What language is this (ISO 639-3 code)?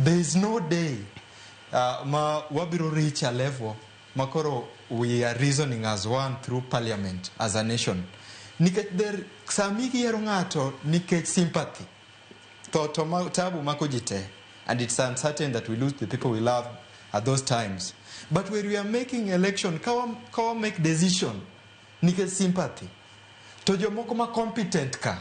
luo